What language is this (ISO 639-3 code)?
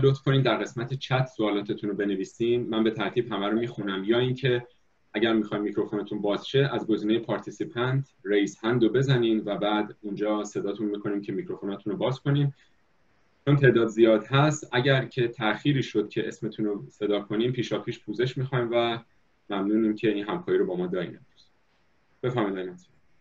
fas